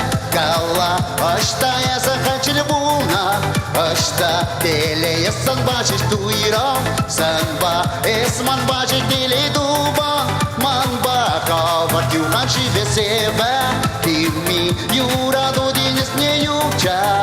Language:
Chuvash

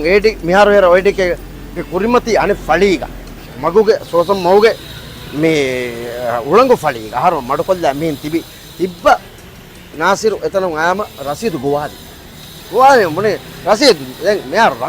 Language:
Divehi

